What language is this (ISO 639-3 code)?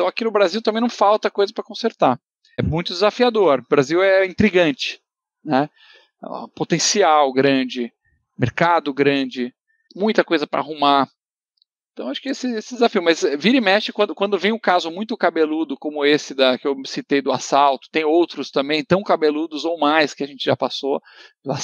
por